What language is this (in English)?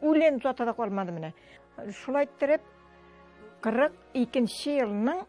Tatar